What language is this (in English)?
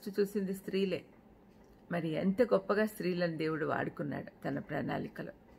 Telugu